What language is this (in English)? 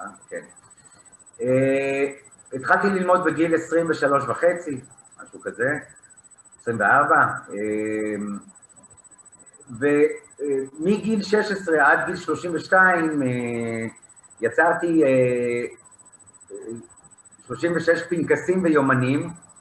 Hebrew